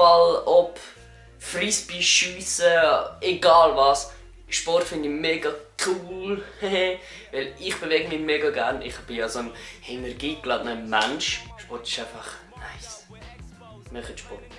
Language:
Swiss German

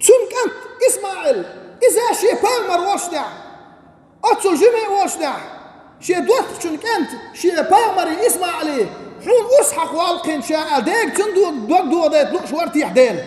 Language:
Chechen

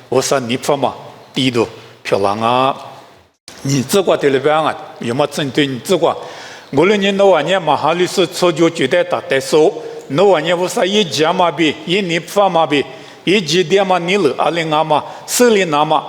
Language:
Lisu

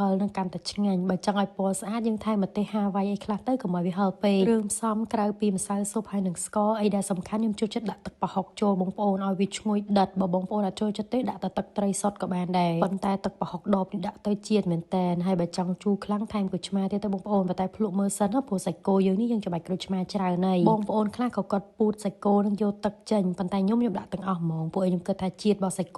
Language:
Khmer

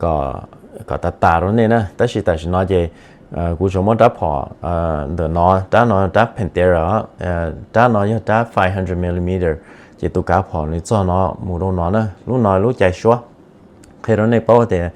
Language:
Hmong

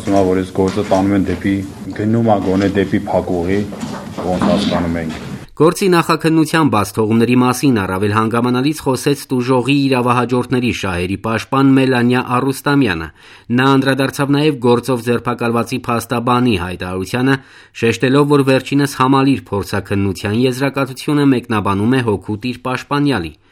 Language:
Armenian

